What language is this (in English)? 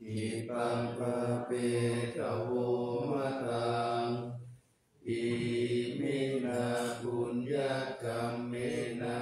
Pali